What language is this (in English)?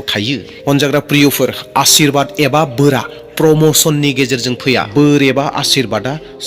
Bodo